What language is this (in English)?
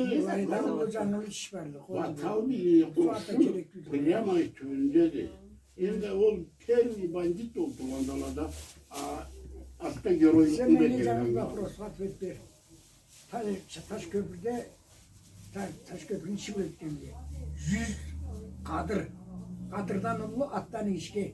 Karachay-Balkar